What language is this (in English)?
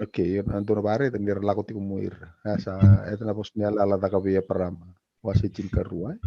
Fijian